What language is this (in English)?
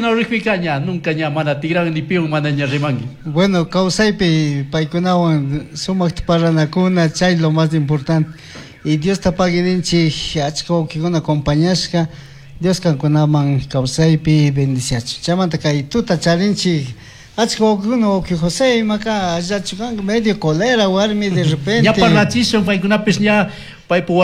Chimborazo Highland Quichua